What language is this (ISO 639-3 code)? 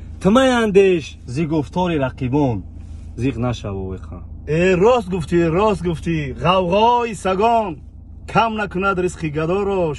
tgk